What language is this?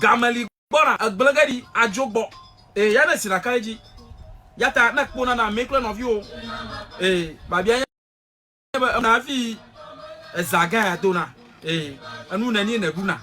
Ewe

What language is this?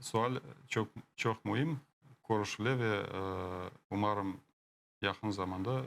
Crimean Tatar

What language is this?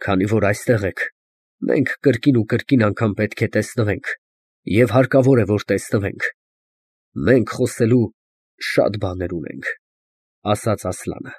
Armenian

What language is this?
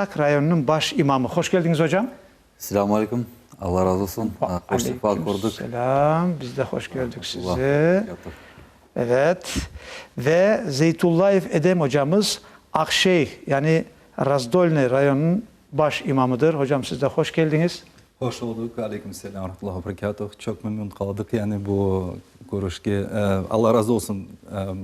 Crimean Tatar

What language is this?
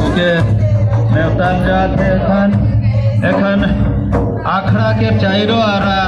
Sadri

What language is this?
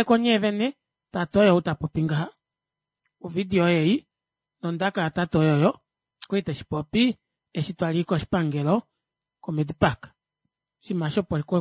Kuanyama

